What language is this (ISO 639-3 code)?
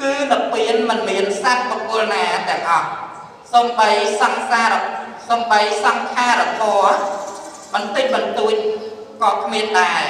khm